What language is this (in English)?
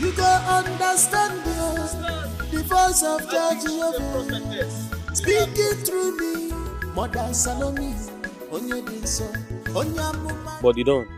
Nigerian Pidgin